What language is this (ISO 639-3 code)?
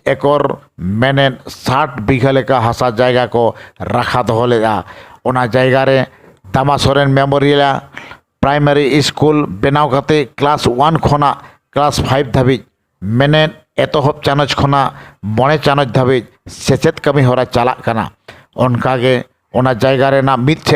sat